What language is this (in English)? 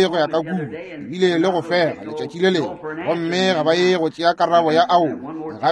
Northern Sotho